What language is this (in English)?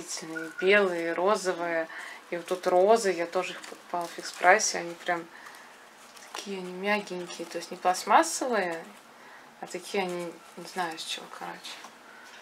Russian